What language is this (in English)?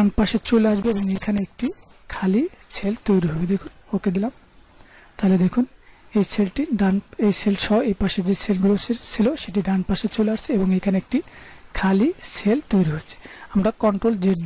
Bangla